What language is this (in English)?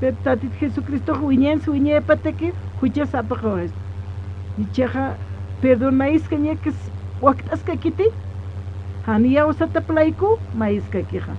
Aymara